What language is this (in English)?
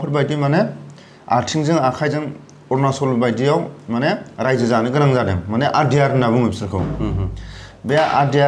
Bodo